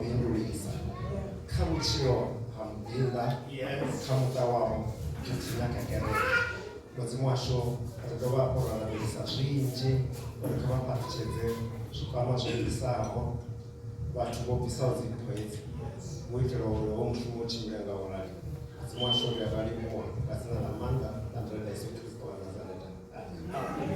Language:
Venda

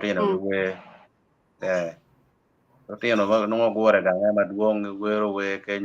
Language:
Acoli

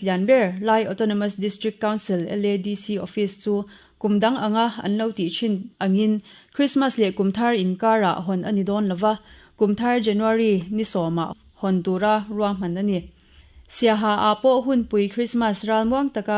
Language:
Mizo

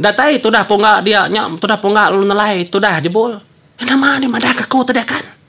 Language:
Iban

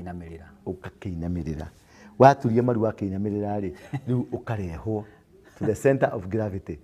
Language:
Kikuyu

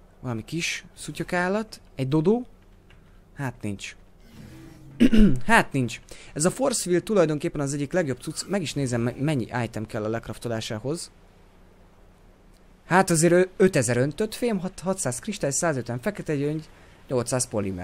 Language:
Hungarian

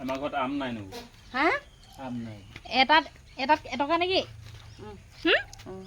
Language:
Assamese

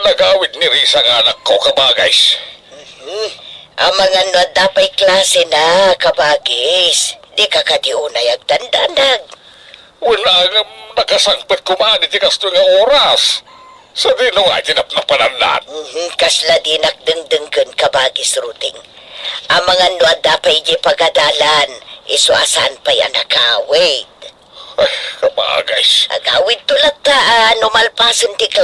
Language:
Iloko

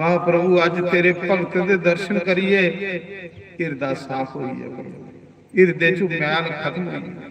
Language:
Dogri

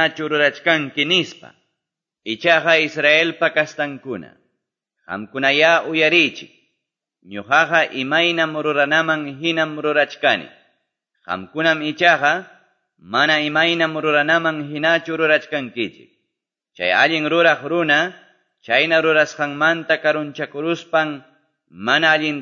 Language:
Quechua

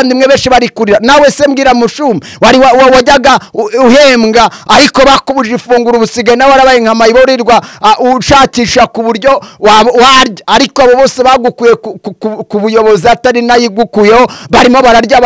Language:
Kinyarwanda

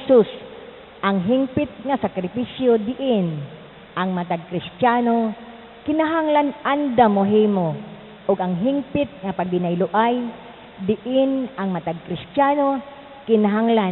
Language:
Cebuano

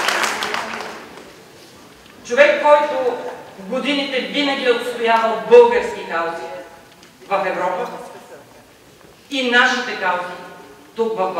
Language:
Bulgarian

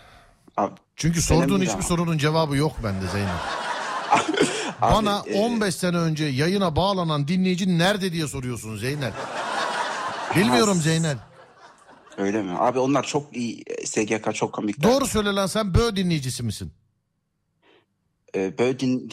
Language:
Turkish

